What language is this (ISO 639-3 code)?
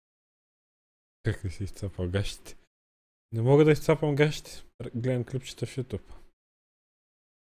bul